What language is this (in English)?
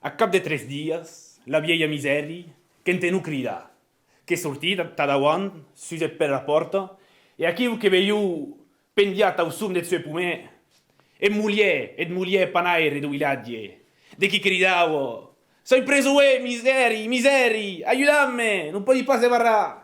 Occitan